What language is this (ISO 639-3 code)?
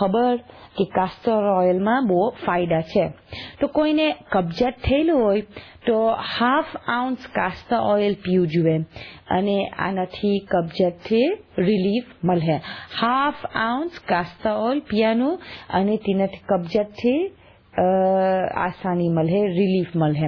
guj